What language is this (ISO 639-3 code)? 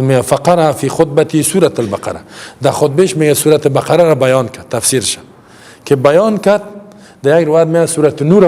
fas